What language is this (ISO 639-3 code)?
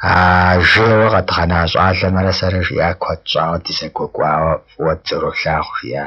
kbd